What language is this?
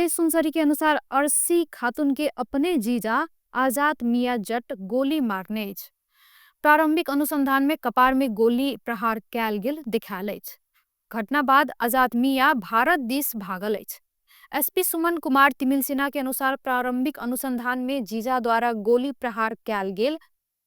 Maithili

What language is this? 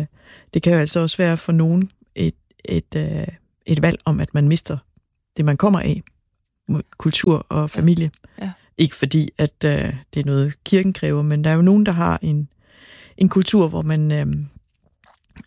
Danish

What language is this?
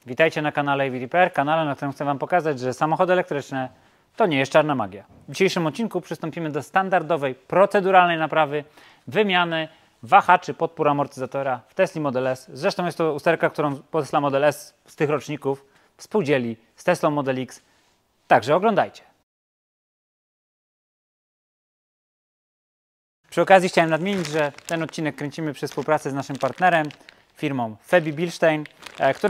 Polish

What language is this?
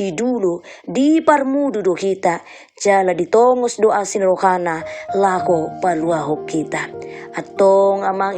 Batak Toba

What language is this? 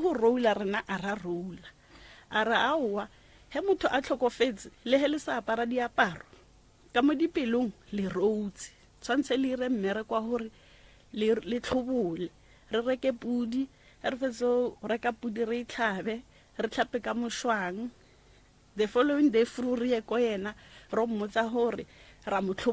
Northern Sotho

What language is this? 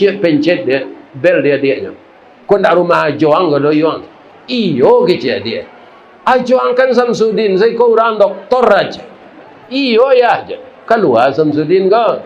Minangkabau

